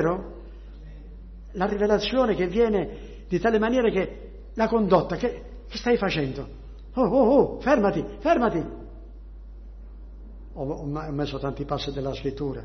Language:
Italian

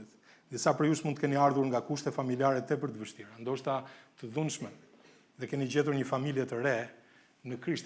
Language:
Albanian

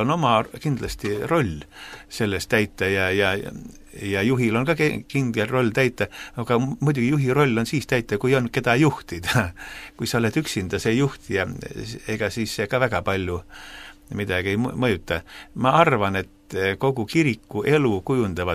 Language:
Estonian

